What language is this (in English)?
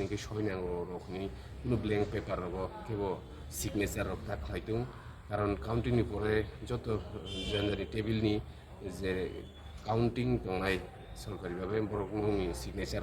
Kok Borok